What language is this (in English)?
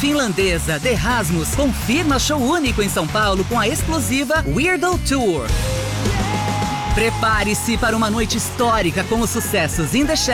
Portuguese